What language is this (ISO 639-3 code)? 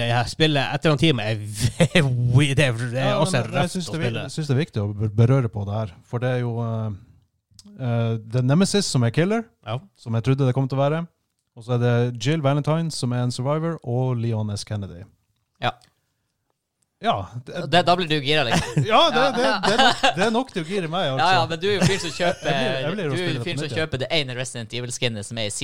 nor